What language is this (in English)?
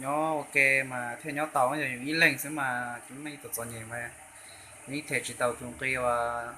Hmong